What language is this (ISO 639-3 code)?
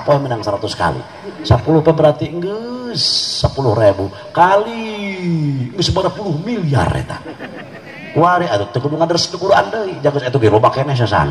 sun